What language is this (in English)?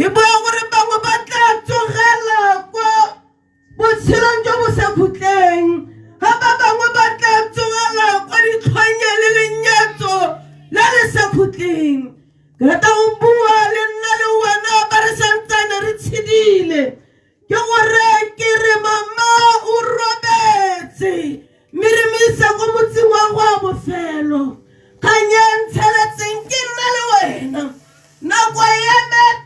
Tswana